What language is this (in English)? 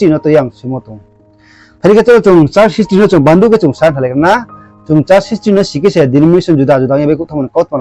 Riang (India)